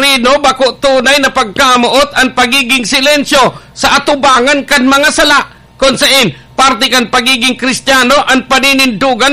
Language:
Bikol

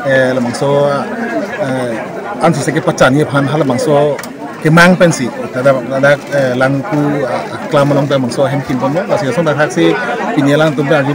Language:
Karbi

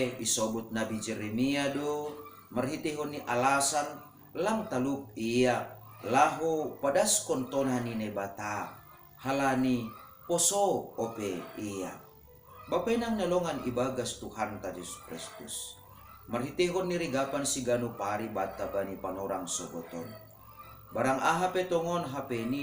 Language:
Batak Simalungun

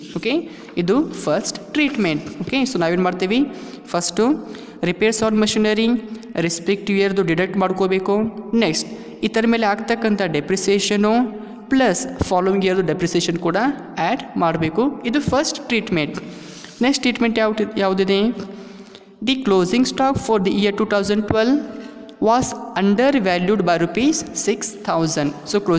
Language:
Kannada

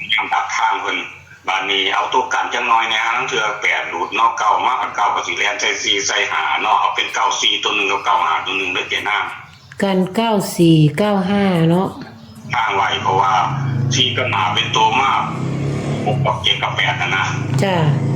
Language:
Northeastern Thai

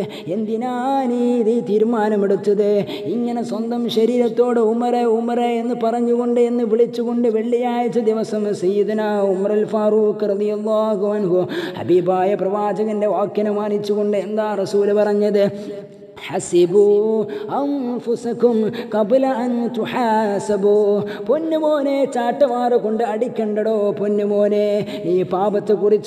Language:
Malayalam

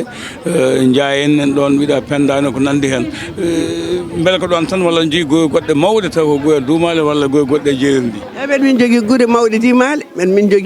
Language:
Fula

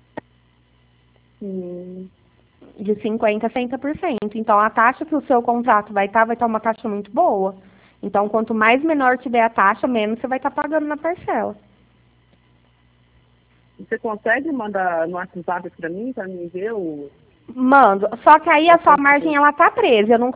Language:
Portuguese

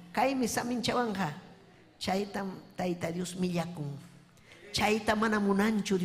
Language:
Ayacucho Quechua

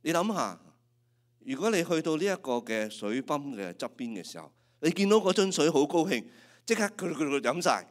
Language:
Cantonese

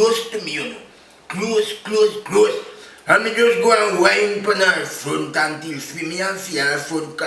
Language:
Jamaican Creole English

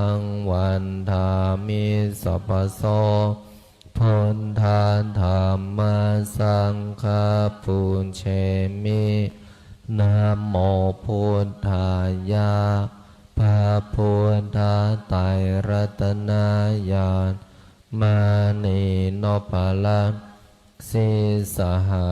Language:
Pali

